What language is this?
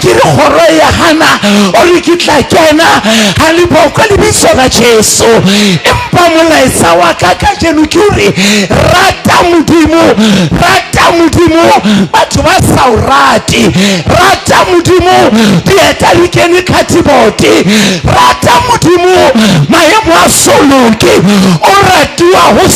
Southern Sotho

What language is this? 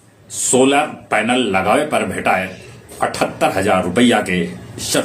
Magahi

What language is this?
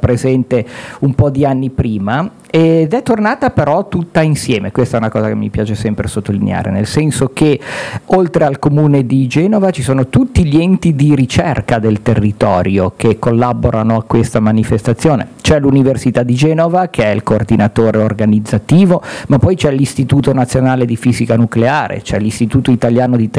Italian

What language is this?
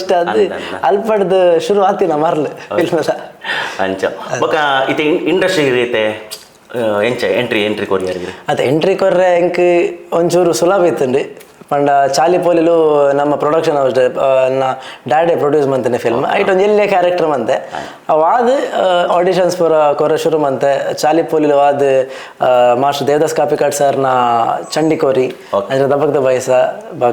Tulu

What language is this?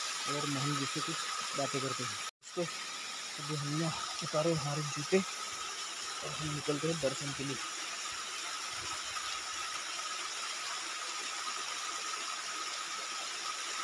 Hindi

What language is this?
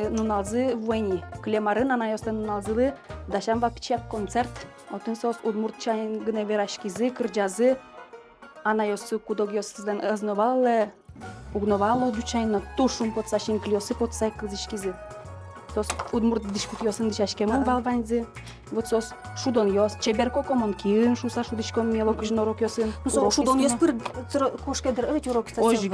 Udmurt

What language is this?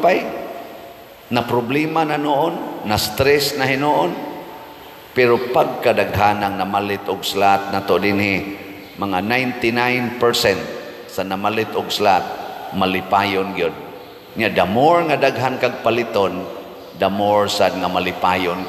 Cebuano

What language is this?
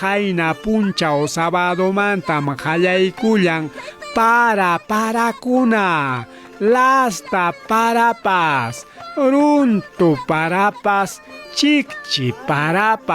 Ayacucho Quechua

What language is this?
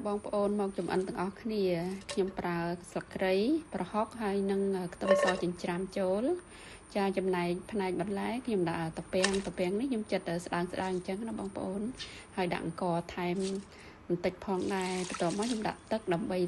Khmer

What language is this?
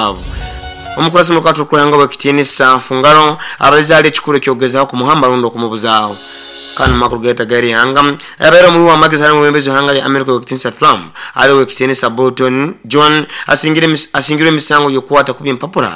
Nyoro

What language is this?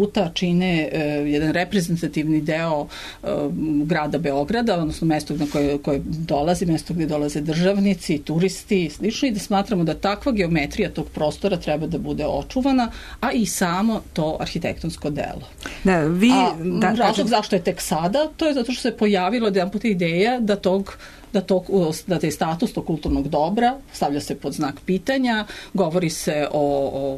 Serbian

